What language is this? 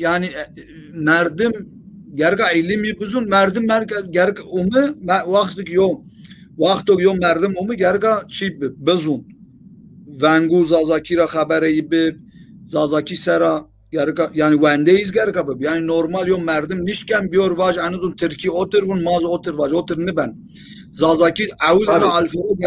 Zaza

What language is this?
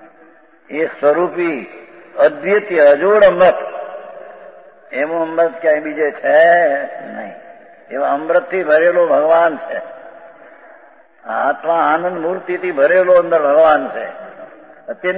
Gujarati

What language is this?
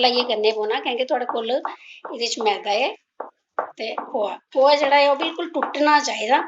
Dogri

